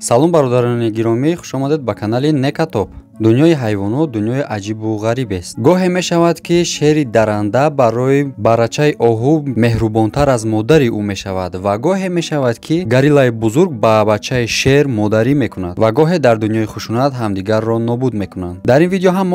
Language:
Tajik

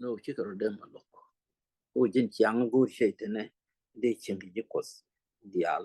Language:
Nuer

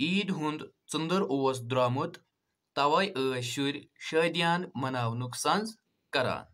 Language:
Kashmiri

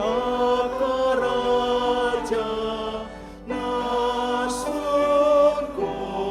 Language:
Batak Toba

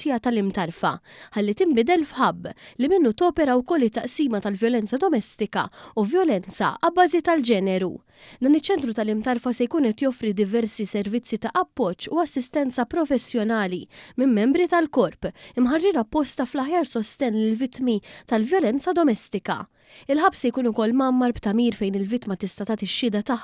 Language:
Maltese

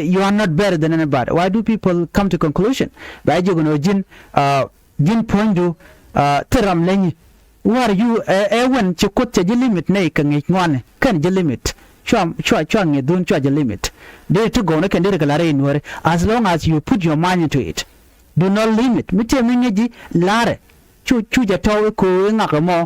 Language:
Nuer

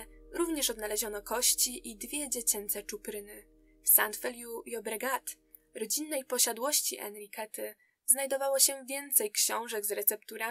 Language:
Polish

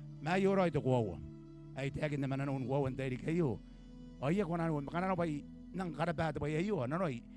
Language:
Gilbertese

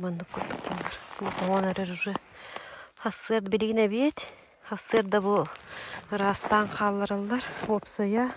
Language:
Yakut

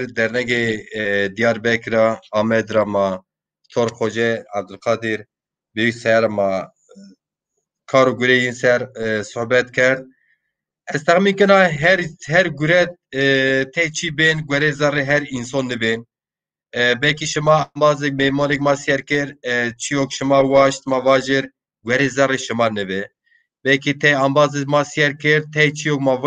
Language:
Zaza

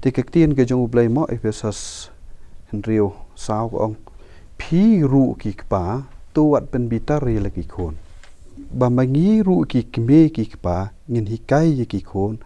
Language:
Khasi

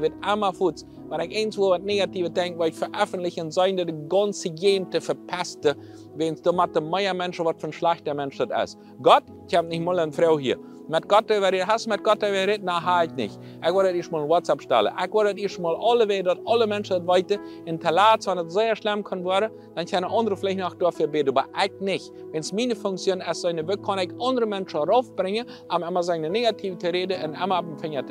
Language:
Plautdietsch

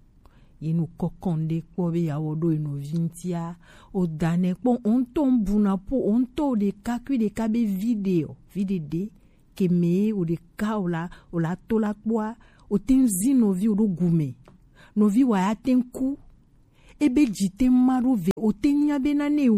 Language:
Gen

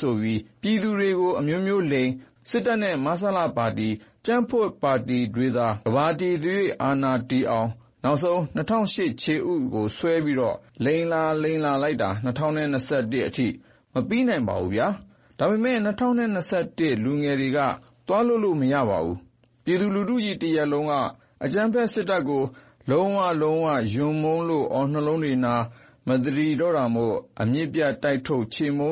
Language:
Burmese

